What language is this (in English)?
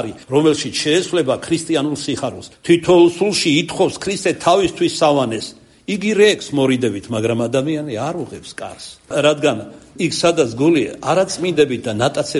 Georgian